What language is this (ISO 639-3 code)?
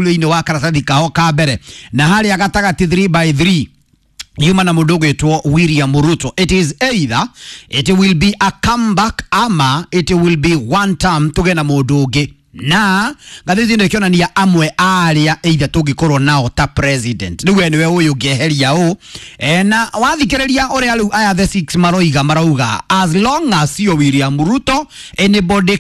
kik